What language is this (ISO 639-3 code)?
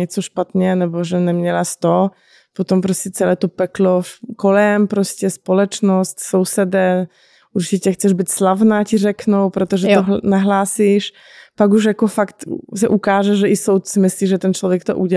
ces